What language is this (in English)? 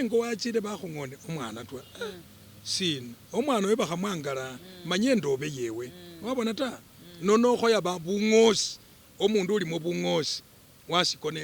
Masaaba